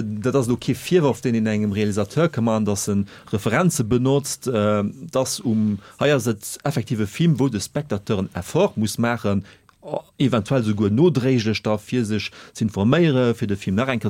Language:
Luxembourgish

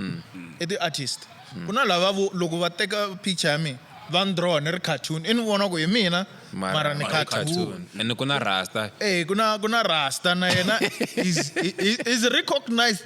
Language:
Tsonga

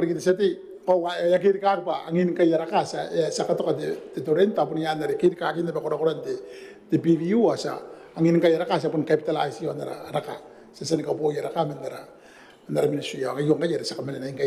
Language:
Gilbertese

